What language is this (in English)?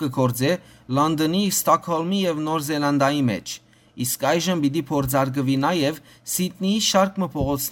Western Armenian